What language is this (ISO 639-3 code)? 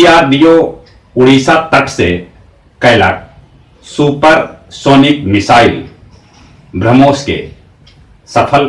mag